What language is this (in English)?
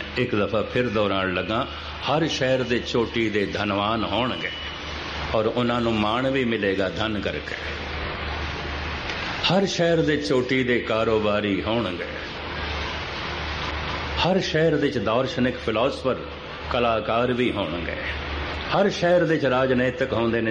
Punjabi